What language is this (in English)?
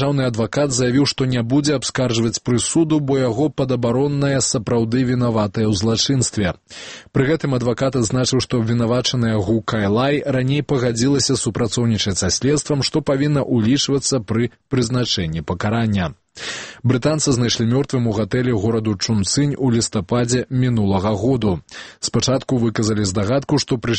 Belarusian